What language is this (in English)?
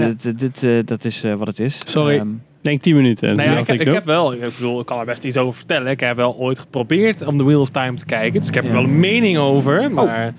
Dutch